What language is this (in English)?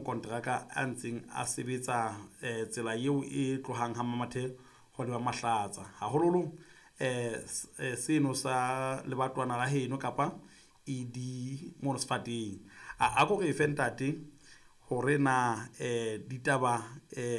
Southern Sotho